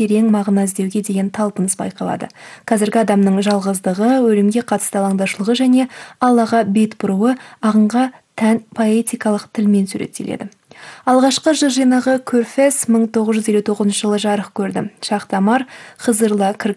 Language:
Kazakh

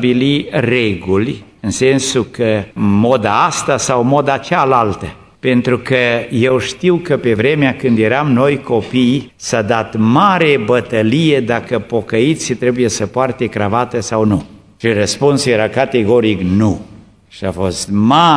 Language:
Romanian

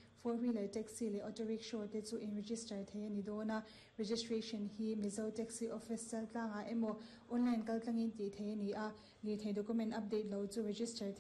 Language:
Mizo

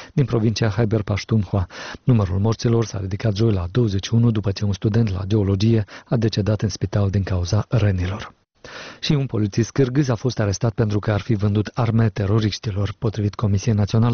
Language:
Romanian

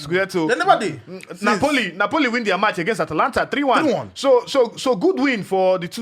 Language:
Nigerian Pidgin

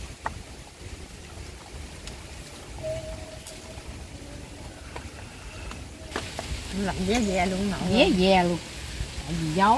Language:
Vietnamese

